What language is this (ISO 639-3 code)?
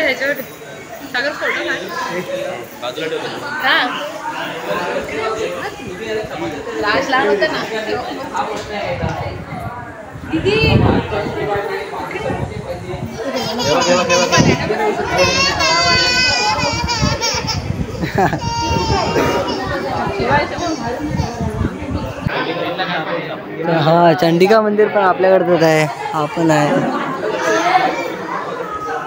mar